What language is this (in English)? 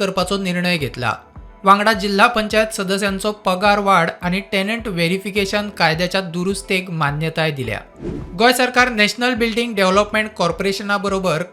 Konkani